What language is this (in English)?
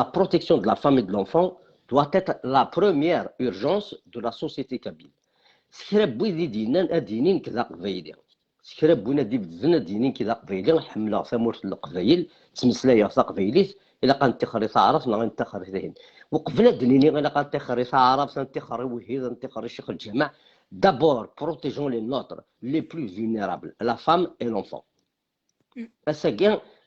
Kabyle